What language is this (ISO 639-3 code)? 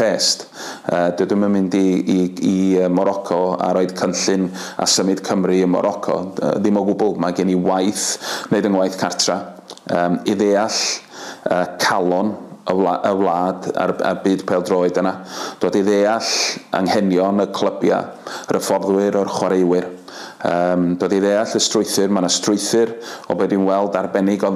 cym